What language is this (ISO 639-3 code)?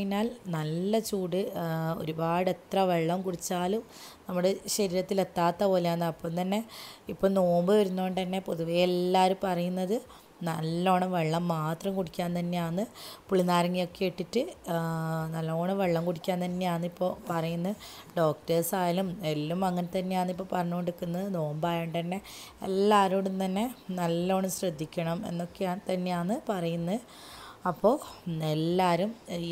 mal